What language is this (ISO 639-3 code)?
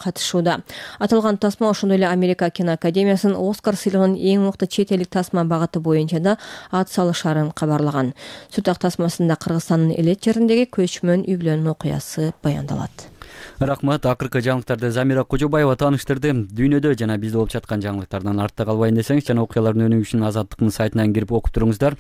kir